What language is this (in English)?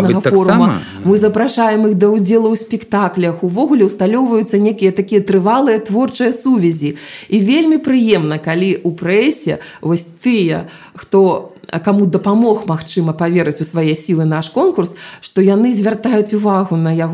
Belarusian